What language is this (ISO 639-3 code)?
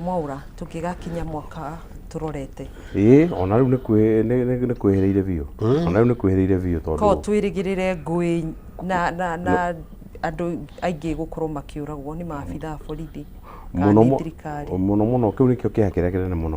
kik